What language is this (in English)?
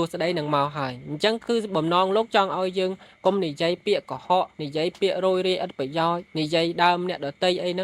Khmer